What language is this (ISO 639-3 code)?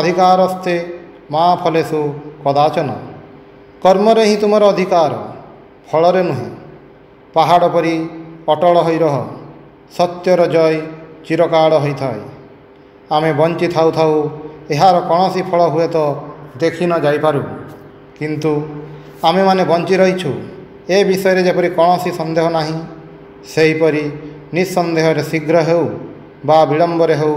ori